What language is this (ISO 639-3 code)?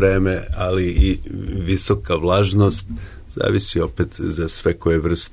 srp